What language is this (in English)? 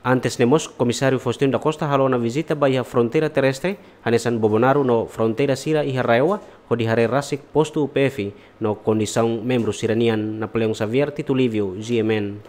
Tetum